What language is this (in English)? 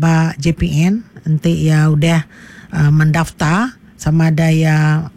Iban